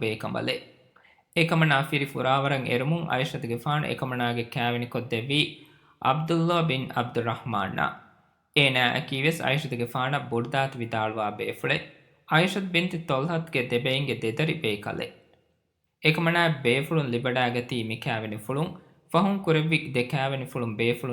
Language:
Divehi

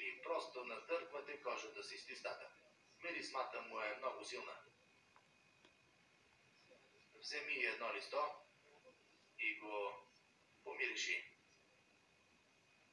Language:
Bulgarian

